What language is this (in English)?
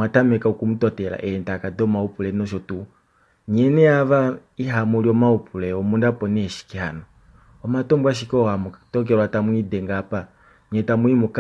Kuanyama